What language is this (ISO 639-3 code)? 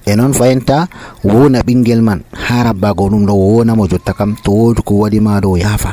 fuv